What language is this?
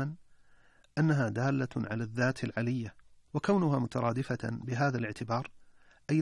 Arabic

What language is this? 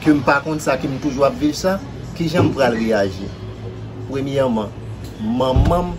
Haitian Creole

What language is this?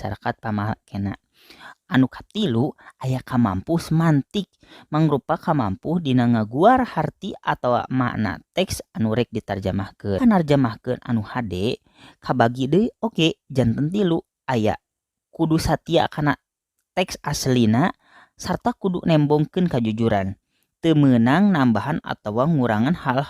Sundanese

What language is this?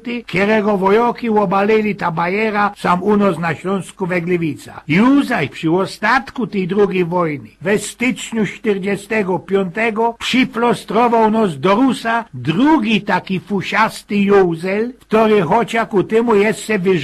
Silesian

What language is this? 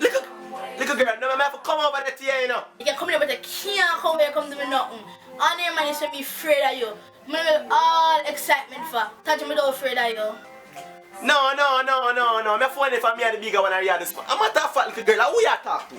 Jamaican Creole English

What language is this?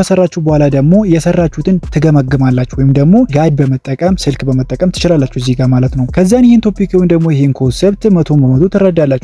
Amharic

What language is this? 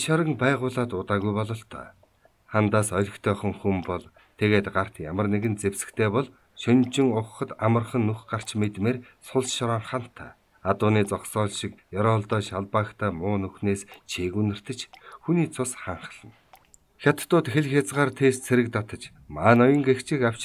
Mongolian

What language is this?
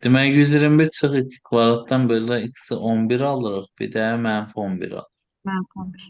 Azerbaijani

